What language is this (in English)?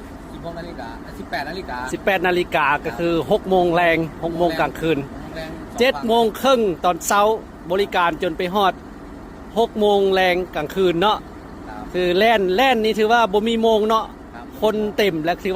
Lao